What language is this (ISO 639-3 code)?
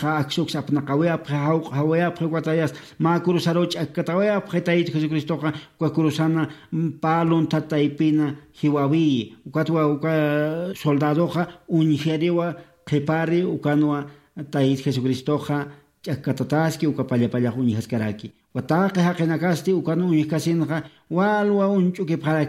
aym